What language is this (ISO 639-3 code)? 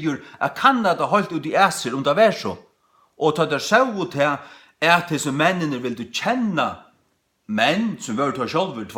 fao